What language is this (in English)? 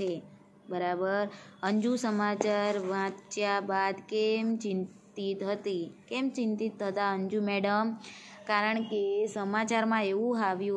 Gujarati